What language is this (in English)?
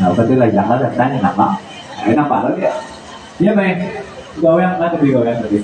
Minangkabau